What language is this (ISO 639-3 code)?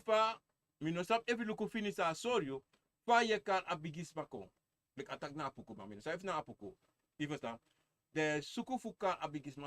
srn